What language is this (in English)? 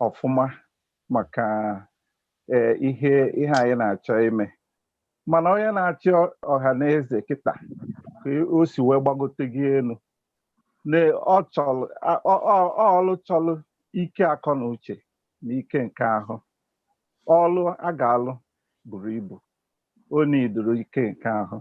Igbo